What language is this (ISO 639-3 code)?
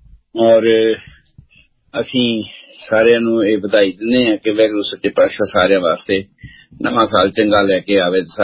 pan